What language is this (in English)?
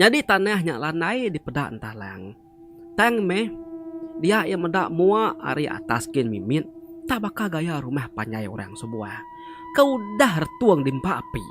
Iban